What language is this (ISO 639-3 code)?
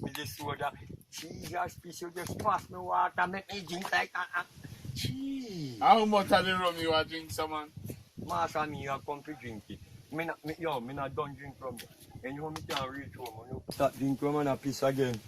jam